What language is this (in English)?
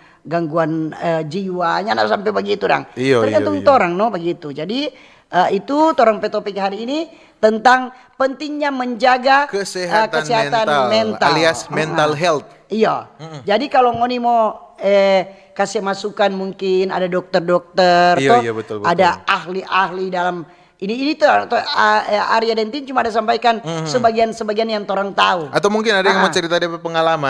Manado Malay